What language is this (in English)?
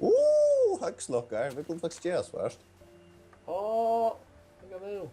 Faroese